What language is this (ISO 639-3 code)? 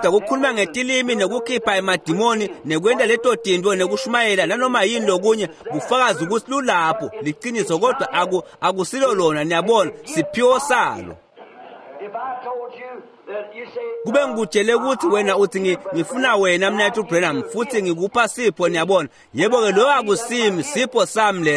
ssw